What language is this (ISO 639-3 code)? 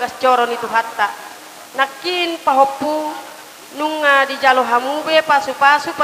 bbc